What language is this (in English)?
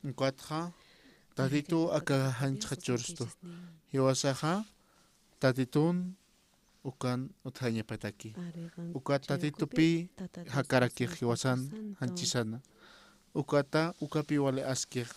Aymara